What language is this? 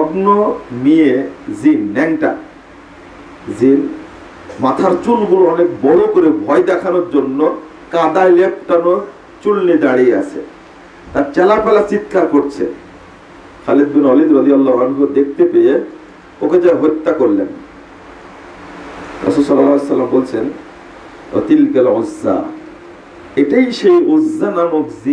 Bangla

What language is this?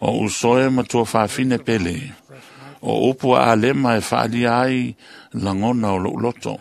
Samoan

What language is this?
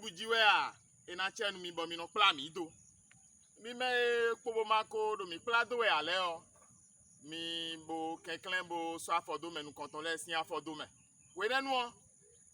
Fon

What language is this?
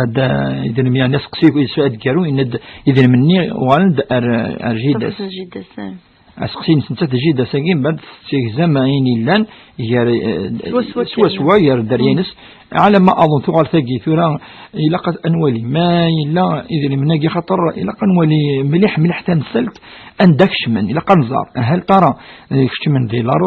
Kabyle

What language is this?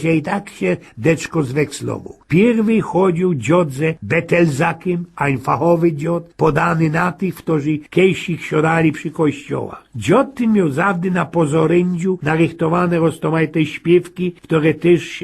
Silesian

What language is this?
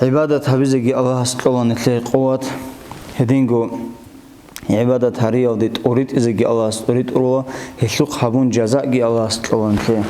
Avaric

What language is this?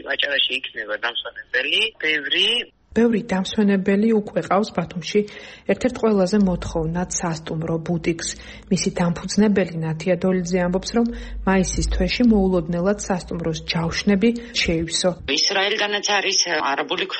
Georgian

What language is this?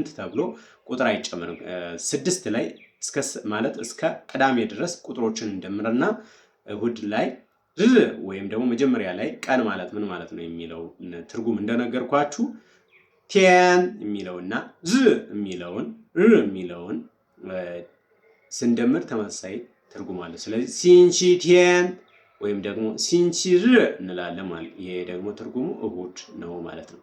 Amharic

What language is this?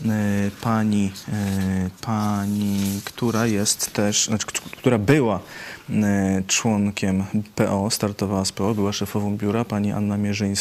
Polish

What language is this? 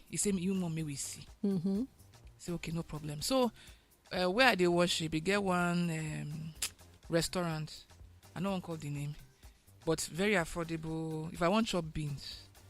Nigerian Pidgin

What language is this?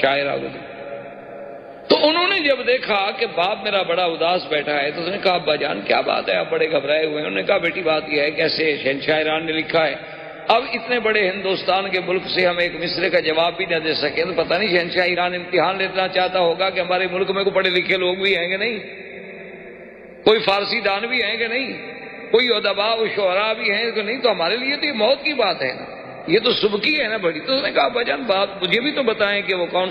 Urdu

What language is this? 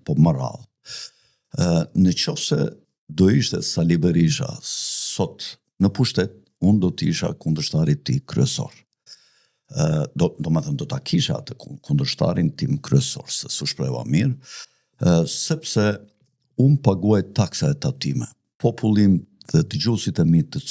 Albanian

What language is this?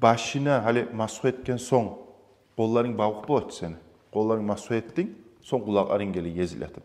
Kumyk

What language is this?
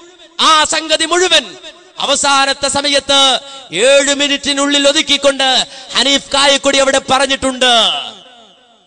Malayalam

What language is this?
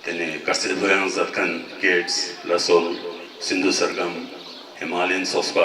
Ladakhi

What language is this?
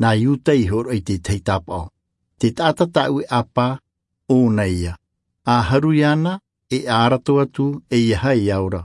Tahitian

